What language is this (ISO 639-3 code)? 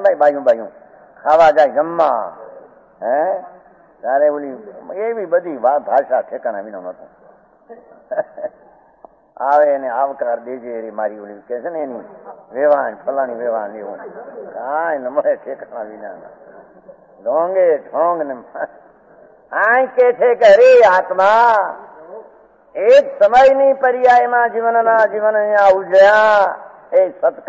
guj